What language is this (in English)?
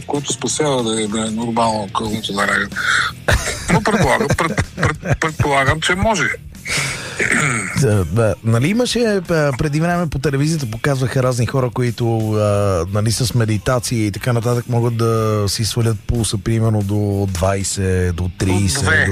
Bulgarian